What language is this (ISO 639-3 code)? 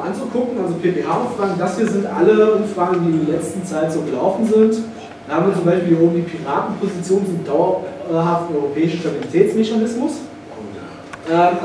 deu